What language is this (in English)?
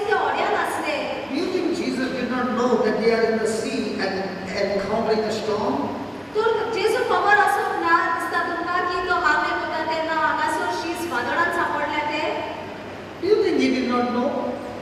Konkani